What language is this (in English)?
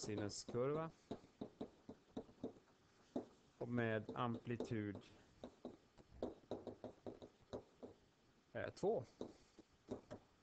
Swedish